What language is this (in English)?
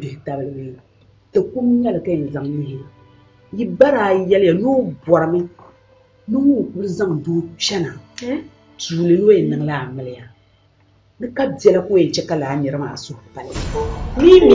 Dagbani